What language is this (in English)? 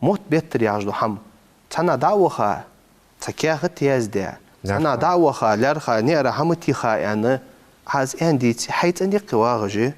Ingush